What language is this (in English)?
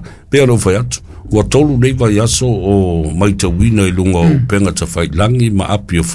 Samoan